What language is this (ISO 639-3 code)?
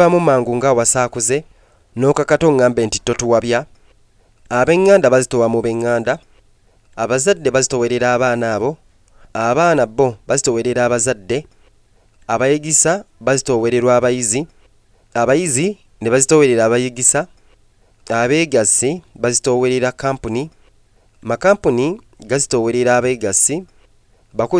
lug